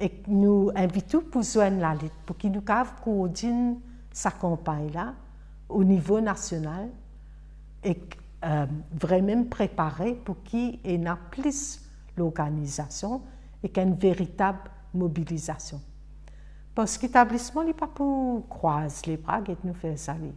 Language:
Morisyen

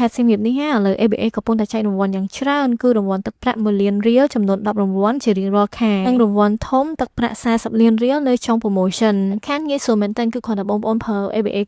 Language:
Khmer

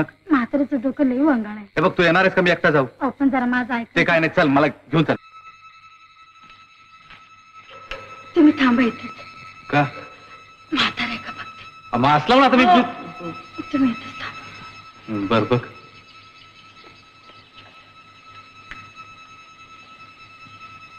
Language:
Marathi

